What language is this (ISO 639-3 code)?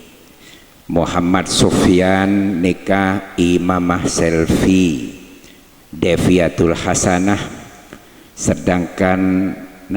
mad